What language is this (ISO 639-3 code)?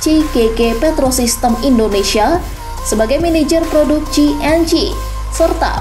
ind